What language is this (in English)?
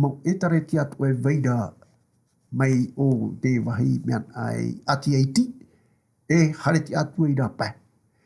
Tahitian